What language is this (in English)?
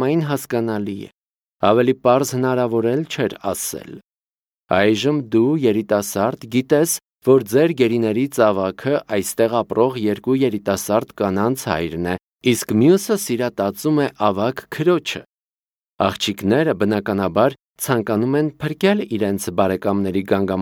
Armenian